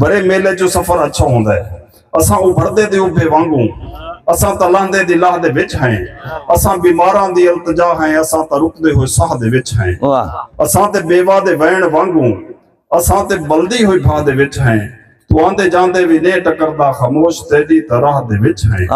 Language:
Saraiki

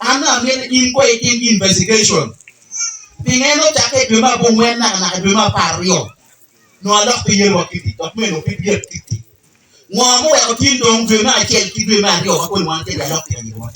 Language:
Acoli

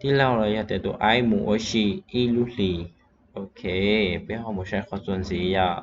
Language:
Hmong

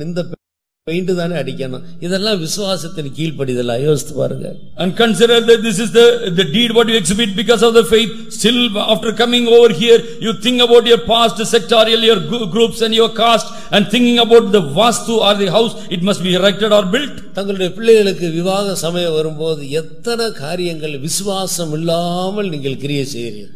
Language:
Tamil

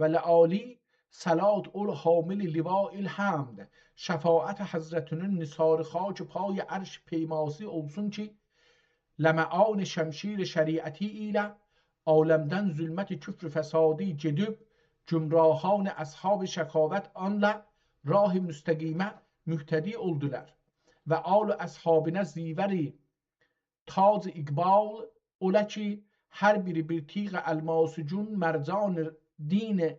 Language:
South Azerbaijani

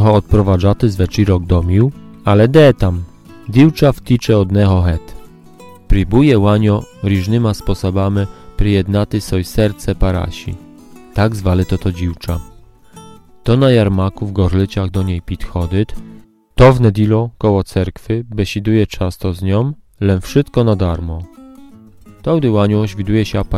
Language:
Rusyn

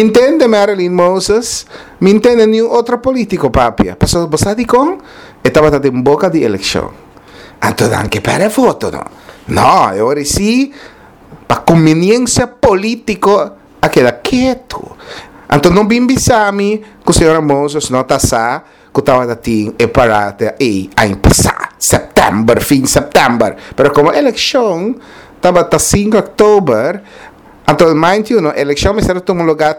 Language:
Papiamento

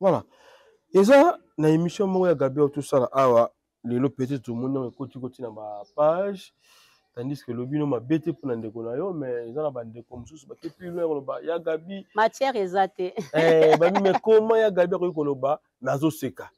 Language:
Lingala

